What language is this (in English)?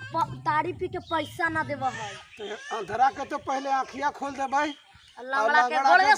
Magahi